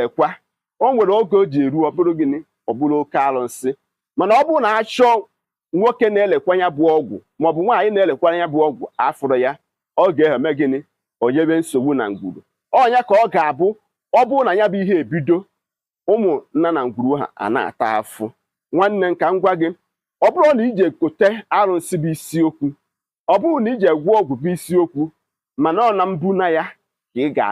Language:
Igbo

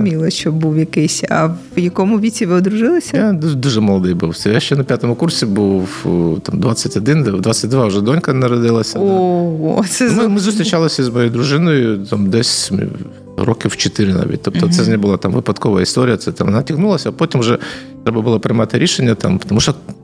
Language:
Ukrainian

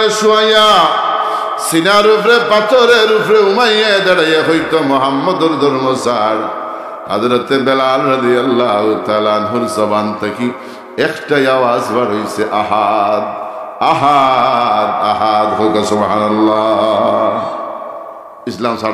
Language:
Sylheti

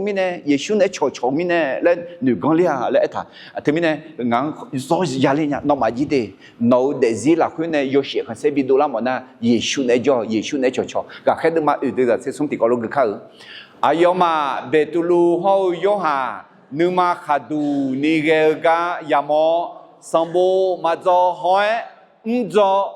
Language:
Akha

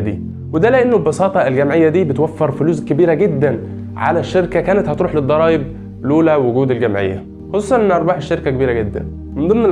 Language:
Egyptian Arabic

